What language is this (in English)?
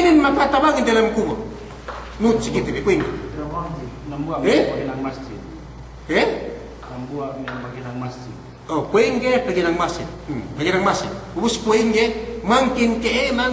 Yakan